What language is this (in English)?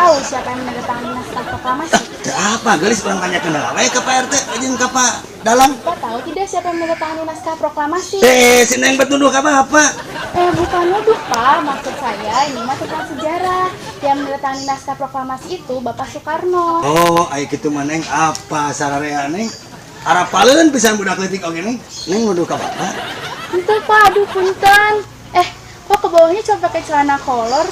Sundanese